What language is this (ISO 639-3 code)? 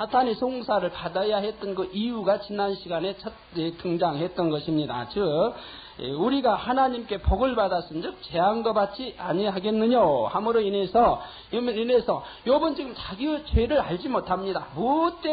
kor